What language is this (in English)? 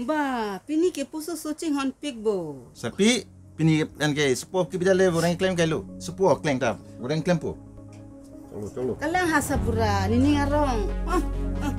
Karbi